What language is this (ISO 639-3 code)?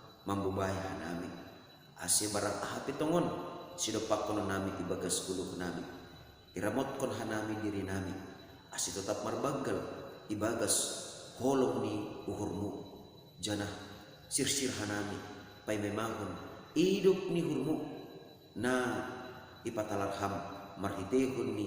bts